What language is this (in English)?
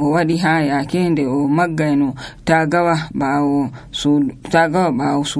Nigerian Fulfulde